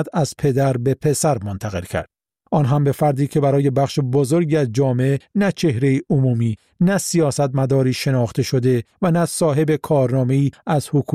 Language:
Persian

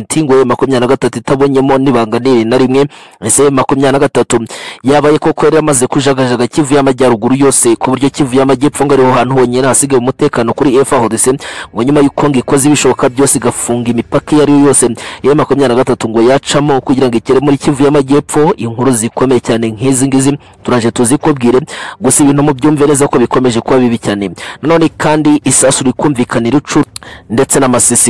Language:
Kinyarwanda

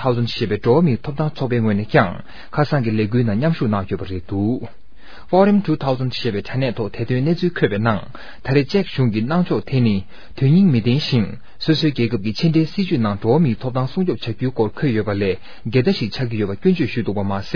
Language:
Tibetan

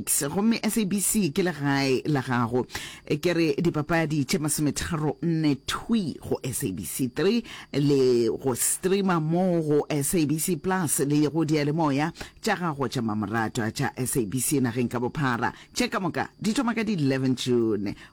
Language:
Northern Sotho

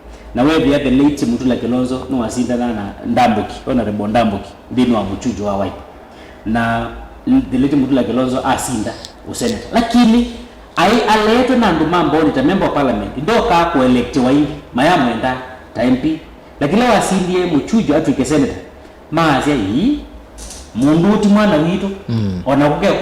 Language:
Kamba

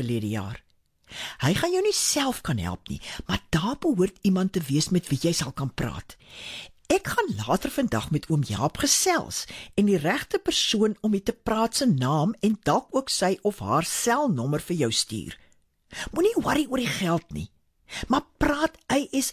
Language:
Afrikaans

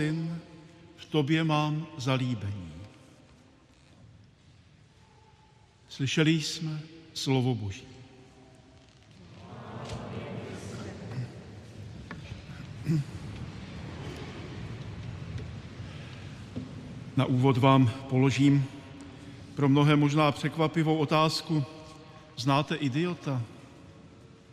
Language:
Czech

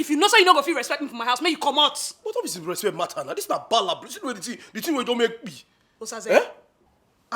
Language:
Nigerian Pidgin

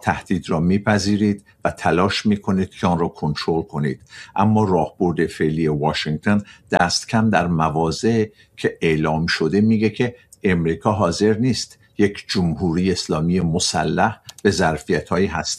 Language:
Persian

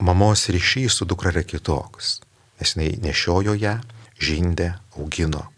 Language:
Lithuanian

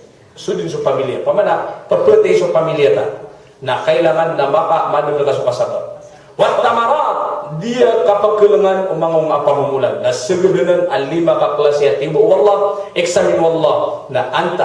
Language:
Maranao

